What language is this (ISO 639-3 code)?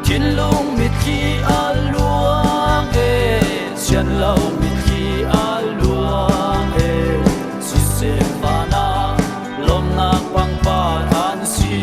cnh